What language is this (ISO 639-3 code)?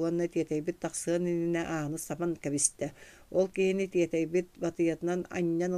sah